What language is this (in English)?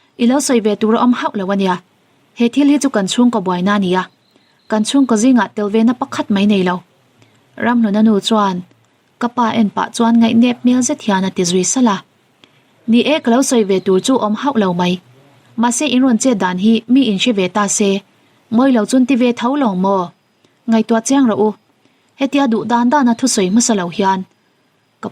Mizo